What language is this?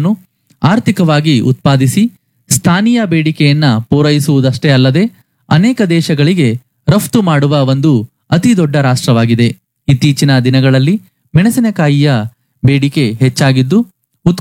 Kannada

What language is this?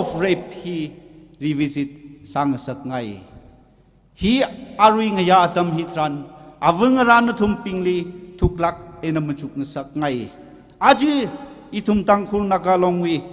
Tangkhul Naga (India)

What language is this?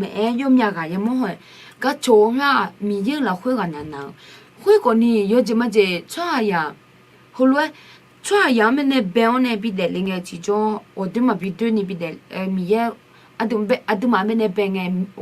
Akha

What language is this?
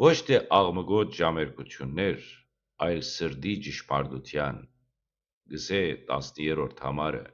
Western Armenian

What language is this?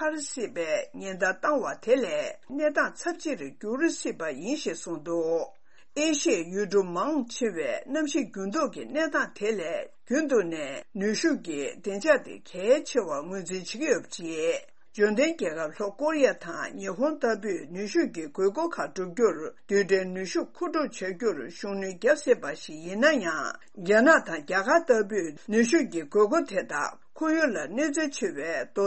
Tibetan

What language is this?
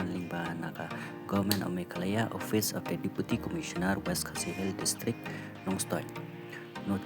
Khasi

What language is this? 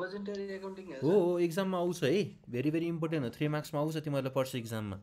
Nepali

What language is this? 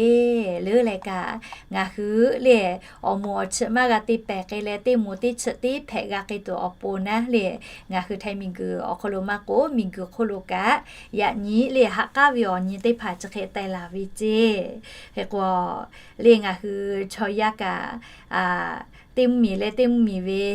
Lahu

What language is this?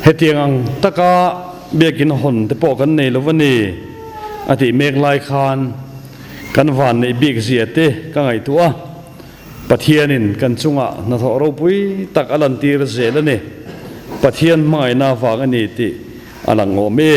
Mizo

